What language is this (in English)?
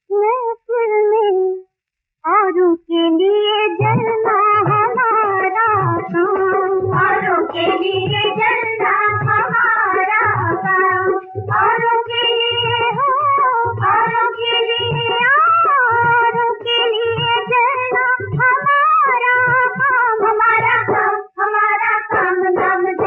Hindi